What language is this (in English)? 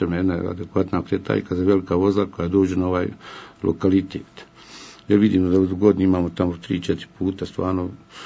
Bosnian